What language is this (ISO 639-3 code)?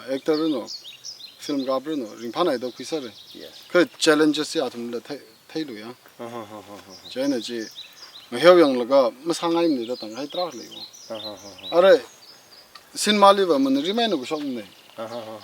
nmf